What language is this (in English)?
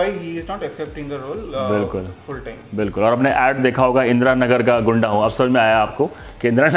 Hindi